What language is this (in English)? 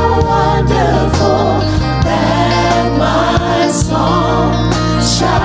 Samoan